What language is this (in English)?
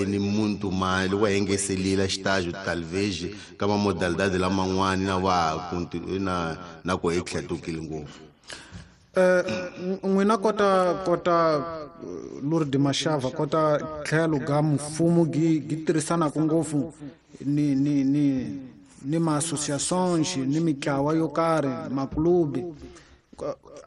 Tsonga